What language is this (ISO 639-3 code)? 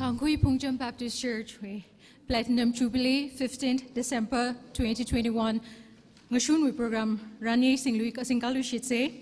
nmf